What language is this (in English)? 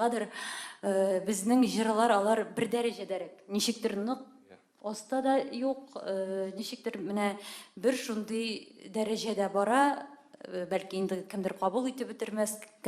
Tatar